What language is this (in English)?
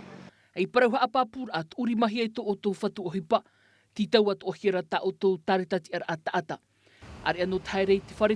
Tahitian